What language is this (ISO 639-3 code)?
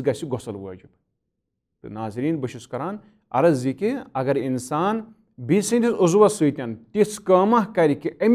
kas